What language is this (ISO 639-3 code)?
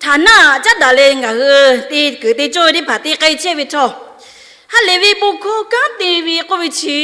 lhu